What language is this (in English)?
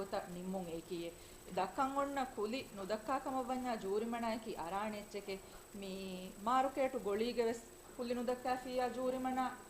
Divehi